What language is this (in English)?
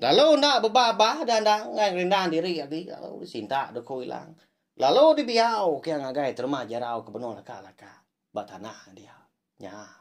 Iban